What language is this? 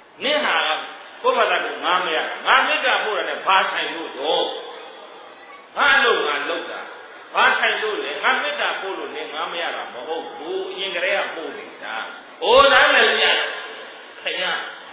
Burmese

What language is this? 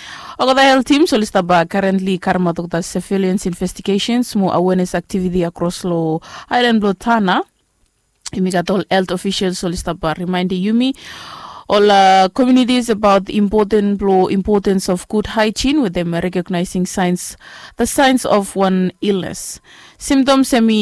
Bislama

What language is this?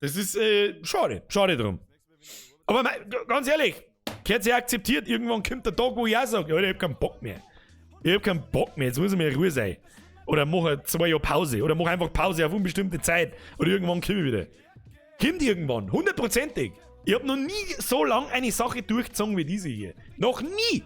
Bavarian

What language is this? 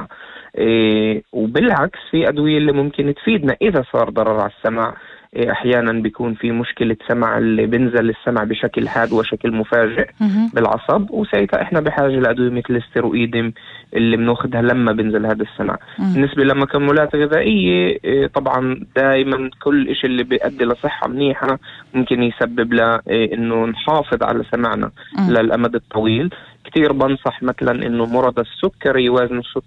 North Levantine Arabic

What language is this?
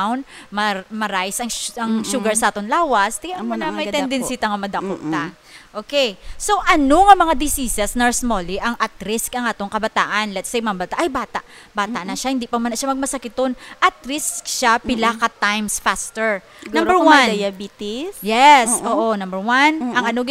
Hiligaynon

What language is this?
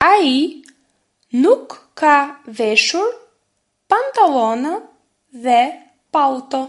Albanian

